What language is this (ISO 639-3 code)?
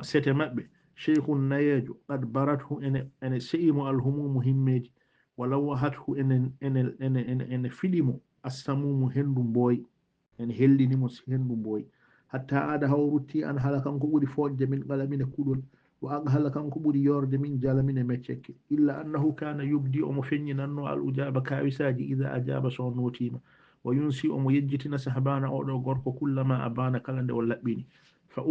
ful